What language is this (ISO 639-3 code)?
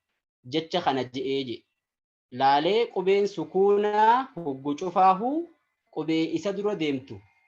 orm